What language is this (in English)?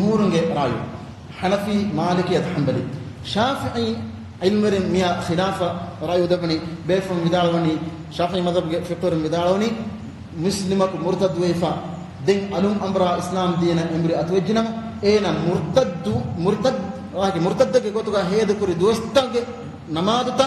Divehi